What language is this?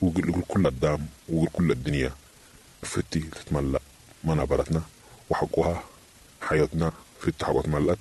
Sudanese Arabic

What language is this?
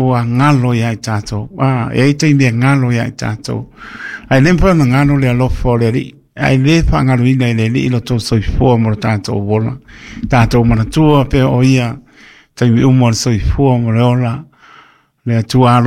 Samoan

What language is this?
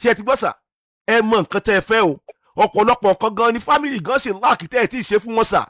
Yoruba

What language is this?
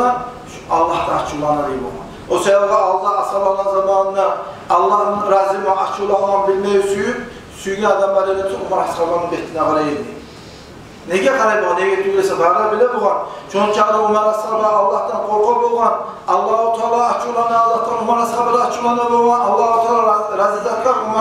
Kumyk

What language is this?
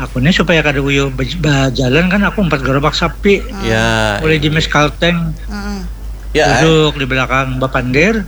Banjar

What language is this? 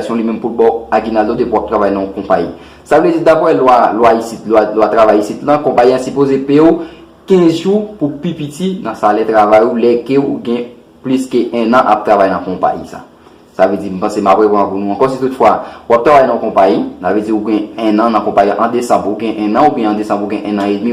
Haitian Creole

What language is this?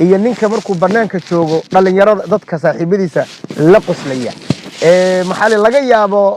Somali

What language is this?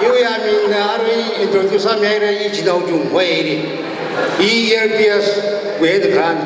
Tangkhul Naga (India)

